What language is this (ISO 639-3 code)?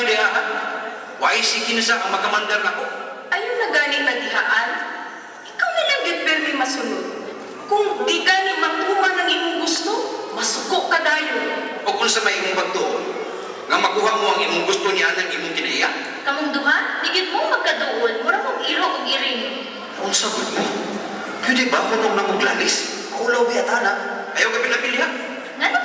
ceb